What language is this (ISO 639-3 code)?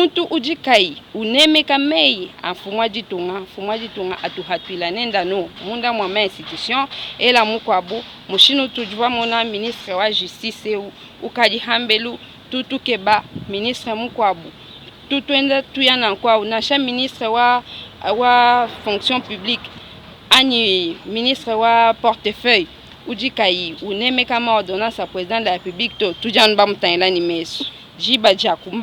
lua